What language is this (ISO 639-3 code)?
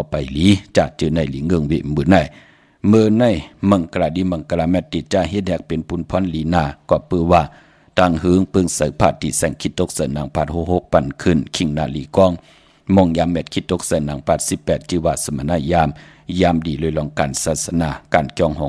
shn